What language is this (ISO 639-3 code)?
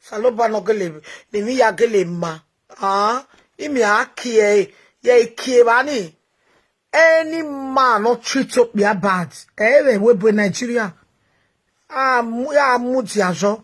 pcm